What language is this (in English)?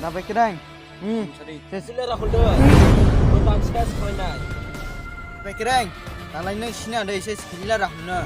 Kok Borok